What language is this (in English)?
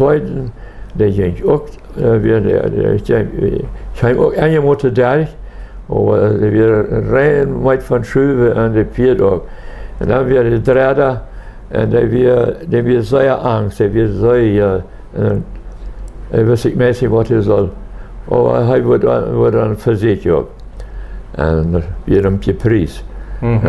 Plautdietsch